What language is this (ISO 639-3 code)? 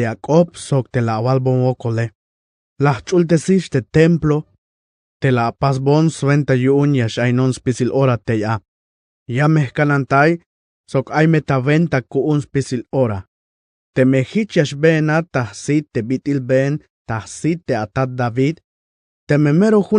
tzh